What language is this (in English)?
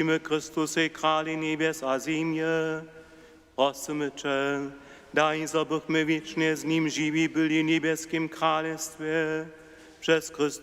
Upper Sorbian